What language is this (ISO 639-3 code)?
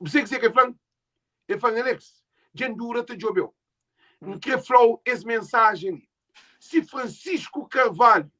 kea